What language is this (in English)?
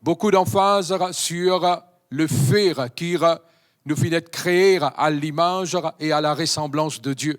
Morisyen